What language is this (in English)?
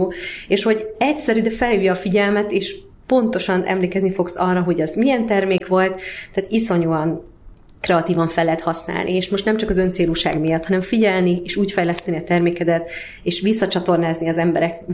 Hungarian